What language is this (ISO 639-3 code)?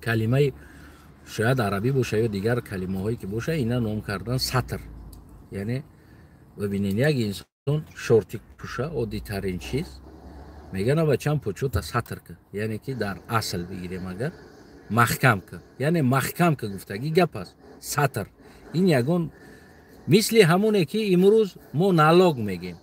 tgk